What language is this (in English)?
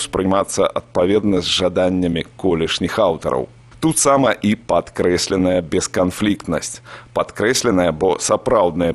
Belarusian